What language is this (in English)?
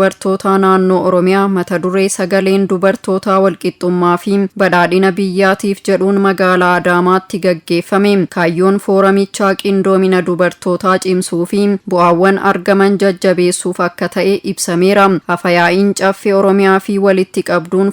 Oromo